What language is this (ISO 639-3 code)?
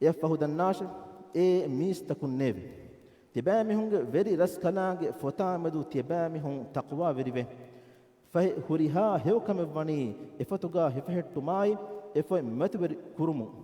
div